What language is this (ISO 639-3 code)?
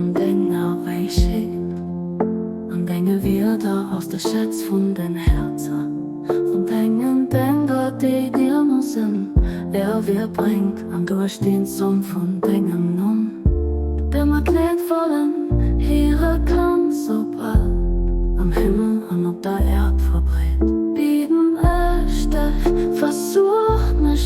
ltz